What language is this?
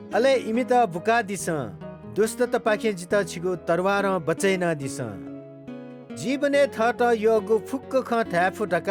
Newari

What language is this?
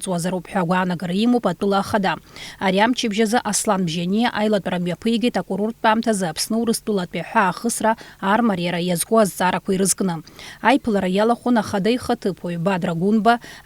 Abkhazian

